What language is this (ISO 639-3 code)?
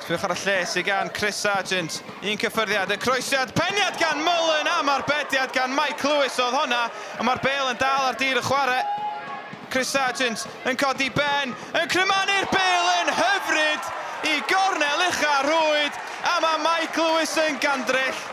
cym